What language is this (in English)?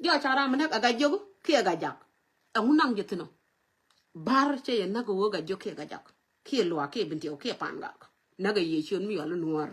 Nuer